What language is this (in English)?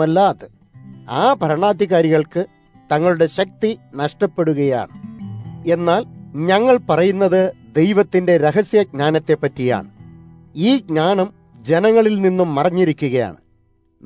Malayalam